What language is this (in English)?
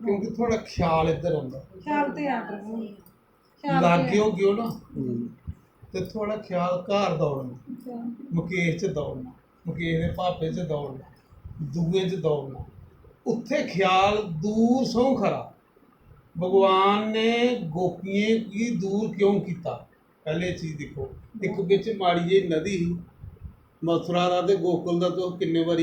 Dogri